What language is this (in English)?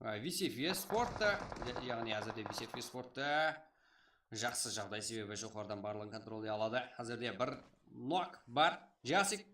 Kara-Kalpak